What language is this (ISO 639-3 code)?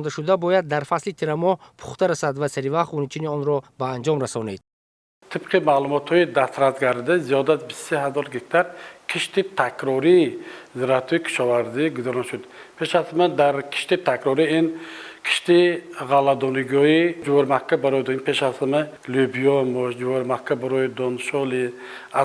tgk